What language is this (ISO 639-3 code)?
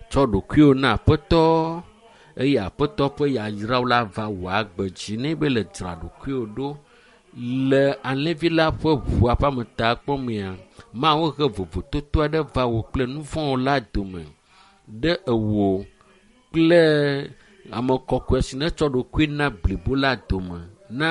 ewe